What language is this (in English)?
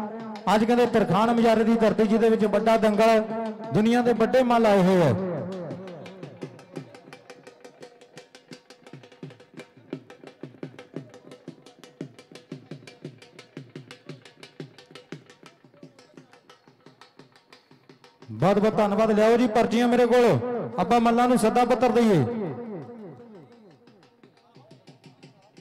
Punjabi